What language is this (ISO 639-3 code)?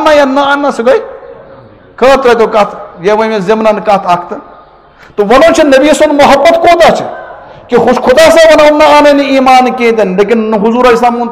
kas